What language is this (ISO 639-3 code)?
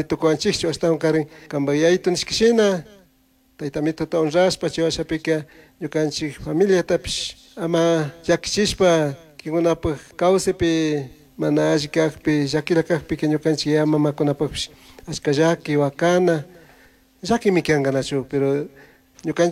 qug